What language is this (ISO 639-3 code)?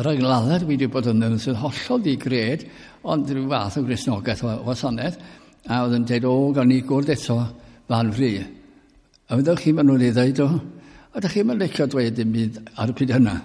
cym